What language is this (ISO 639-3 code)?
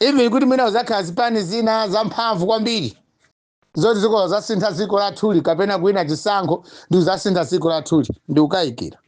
nya